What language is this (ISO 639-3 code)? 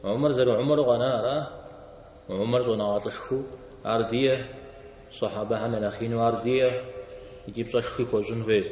kbd